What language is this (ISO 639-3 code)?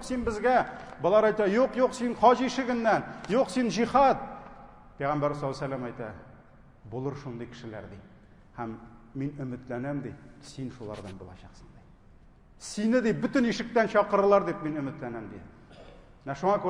tat